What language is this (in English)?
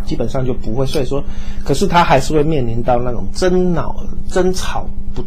Chinese